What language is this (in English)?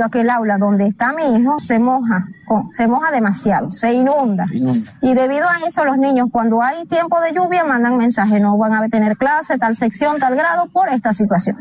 Spanish